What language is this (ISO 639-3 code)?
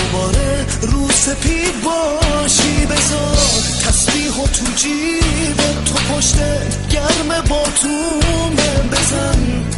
fas